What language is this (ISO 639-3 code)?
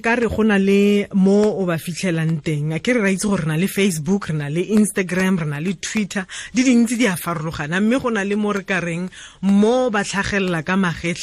tsn